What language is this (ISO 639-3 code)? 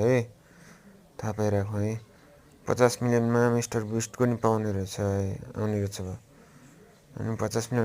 nep